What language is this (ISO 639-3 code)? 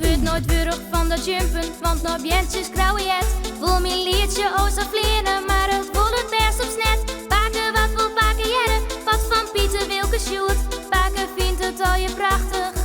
fry